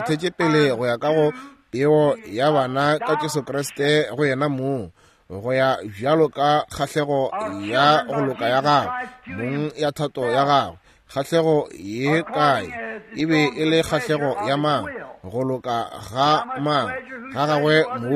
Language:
Northern Sotho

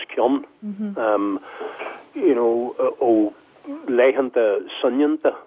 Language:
Irish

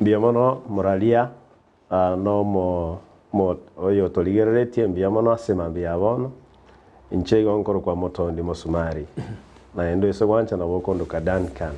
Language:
Gusii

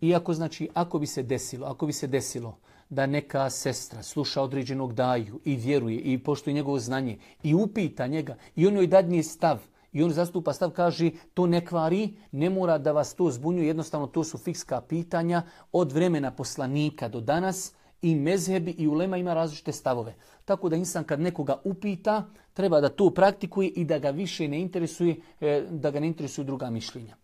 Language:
Bosnian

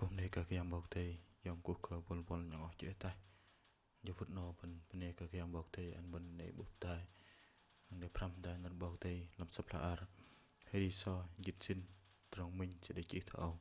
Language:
Bahnar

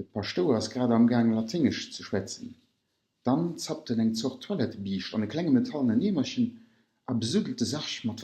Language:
Luxembourgish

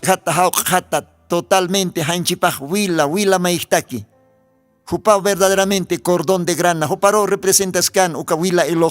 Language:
Aymara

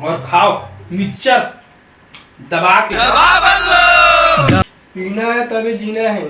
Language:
Chhattisgarhi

